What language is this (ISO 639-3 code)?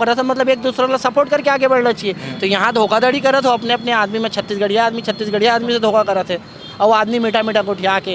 hne